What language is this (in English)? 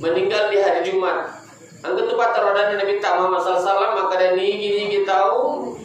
Buginese